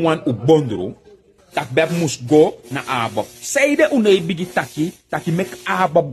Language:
Sranan Tongo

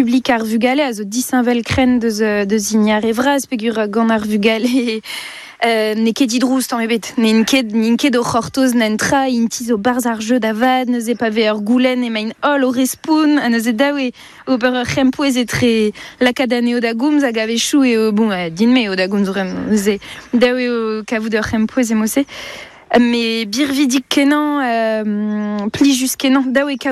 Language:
Breton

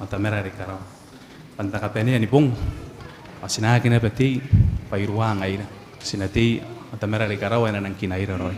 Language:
Gilbertese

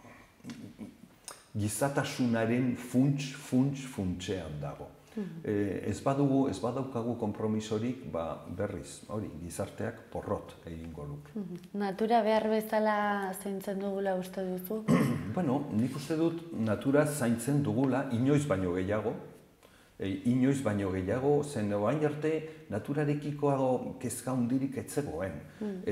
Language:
Basque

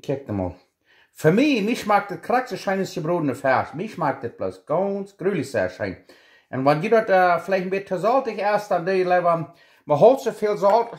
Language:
Plautdietsch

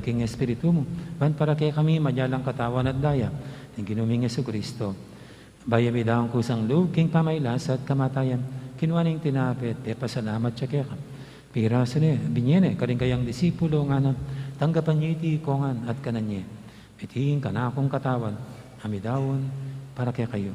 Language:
Pampanga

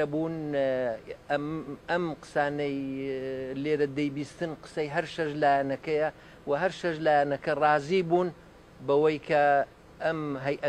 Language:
Central Kurdish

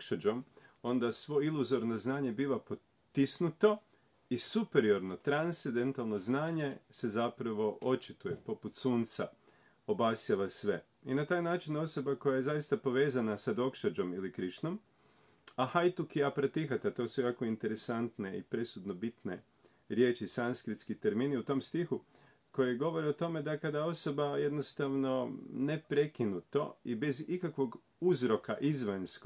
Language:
Croatian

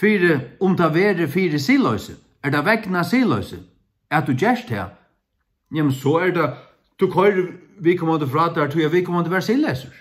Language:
Faroese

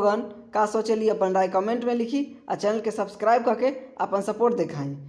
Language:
Bhojpuri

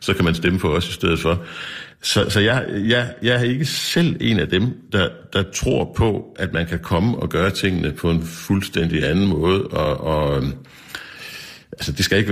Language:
Danish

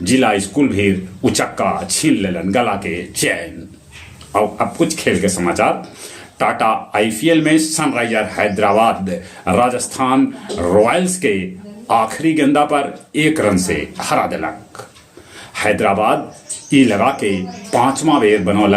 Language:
Magahi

